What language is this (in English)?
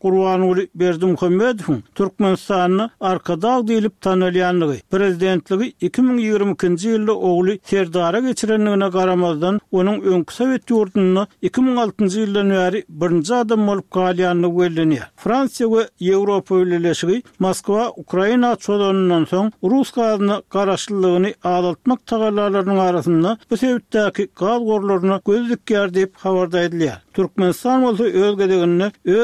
Turkmen